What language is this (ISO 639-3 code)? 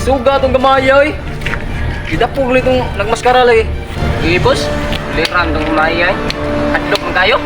ceb